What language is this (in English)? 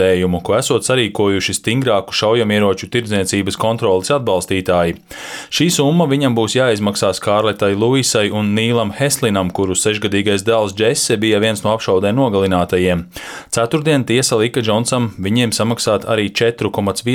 Latvian